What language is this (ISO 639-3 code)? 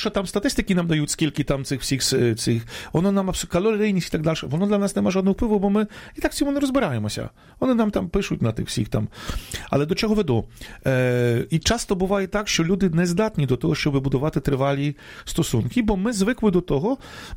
ukr